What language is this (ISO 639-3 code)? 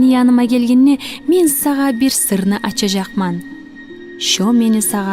kum